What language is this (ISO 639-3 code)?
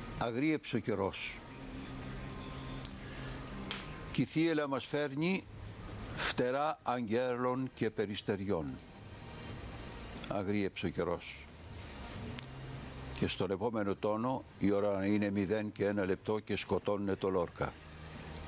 ell